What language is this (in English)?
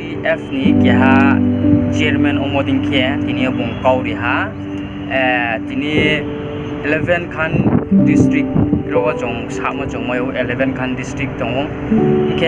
Riang (India)